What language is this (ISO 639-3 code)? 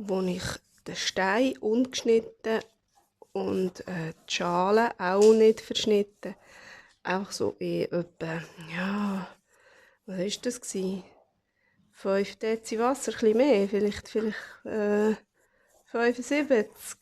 gsw